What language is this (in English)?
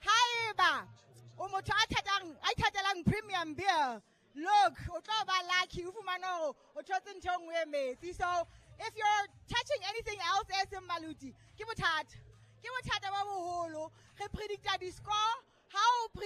Southern Sotho